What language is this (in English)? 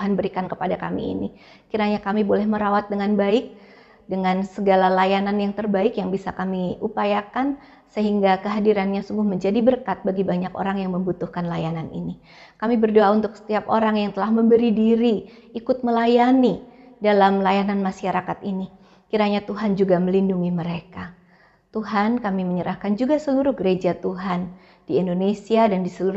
Indonesian